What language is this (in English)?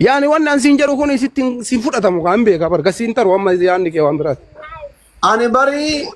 Oromo